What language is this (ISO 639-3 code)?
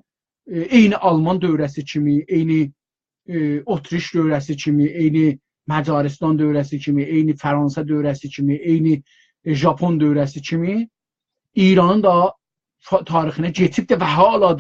azb